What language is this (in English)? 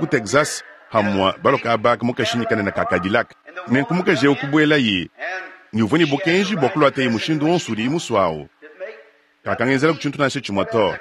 Luba-Lulua